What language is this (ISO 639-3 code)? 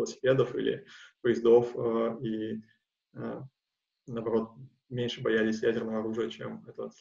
rus